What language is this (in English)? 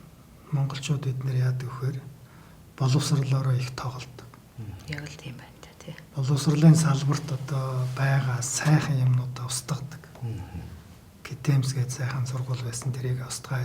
Mongolian